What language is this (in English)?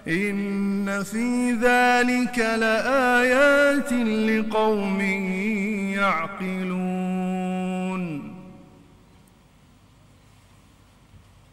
Arabic